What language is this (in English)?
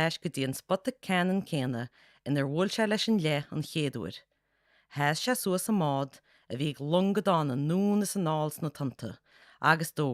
Irish